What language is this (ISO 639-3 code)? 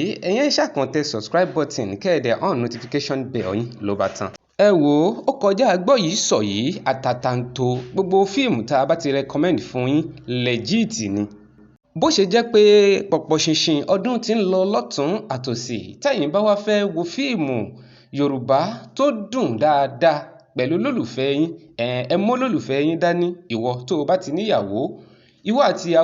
yor